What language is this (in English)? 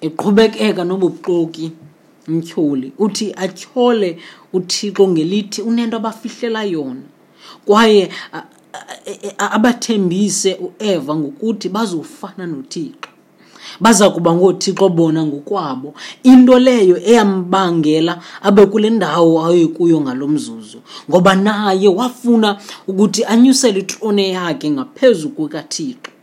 Xhosa